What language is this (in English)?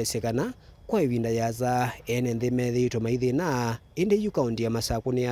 Kamba